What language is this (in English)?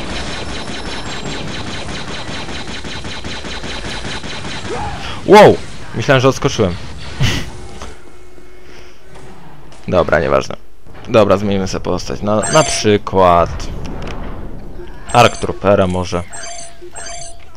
Polish